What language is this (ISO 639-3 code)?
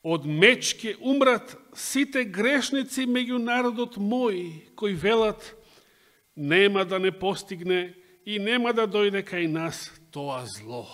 mkd